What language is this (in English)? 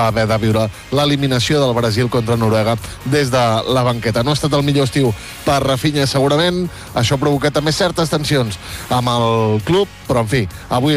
Catalan